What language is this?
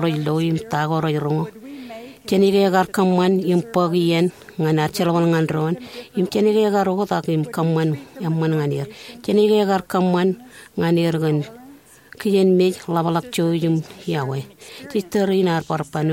Marshallese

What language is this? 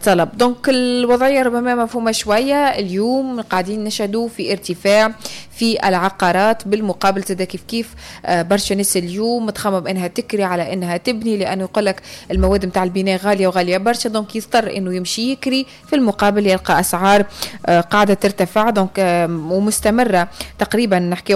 Tunisian Arabic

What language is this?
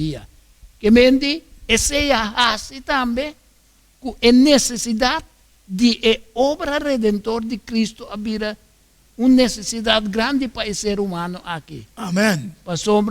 Papiamento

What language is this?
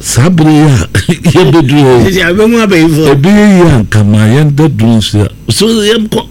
Akan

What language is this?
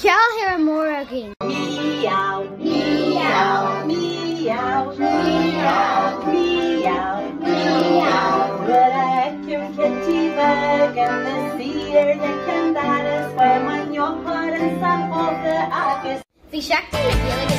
Irish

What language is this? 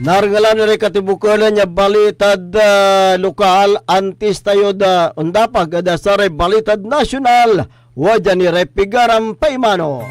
Pangasinan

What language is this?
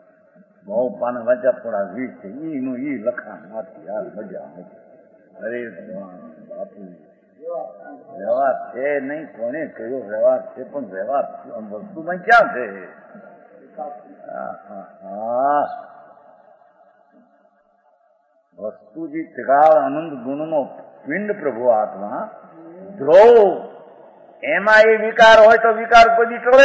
Gujarati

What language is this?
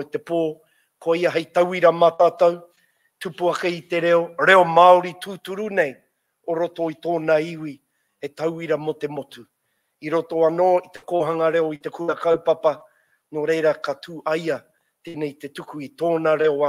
Māori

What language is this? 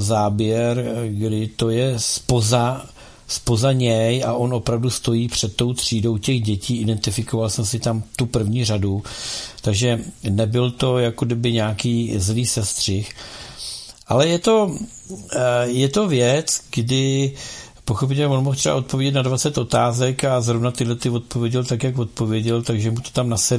Czech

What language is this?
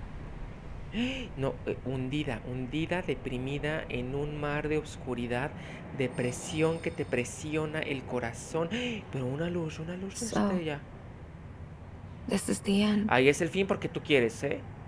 Spanish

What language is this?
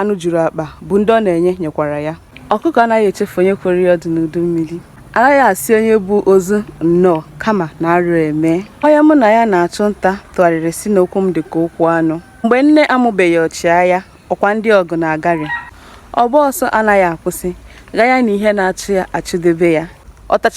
Igbo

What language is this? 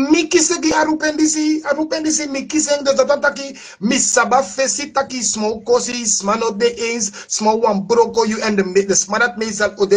Sranan Tongo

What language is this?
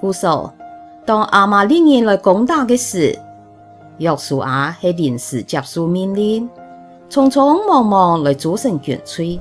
Hakka Chinese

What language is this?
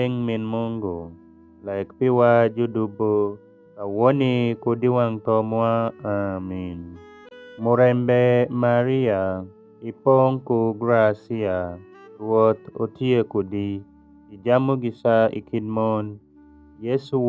Alur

